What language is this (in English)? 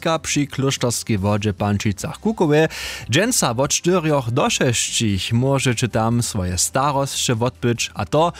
Upper Sorbian